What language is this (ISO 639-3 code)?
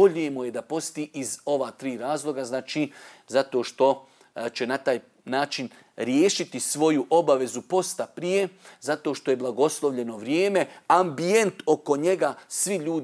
bos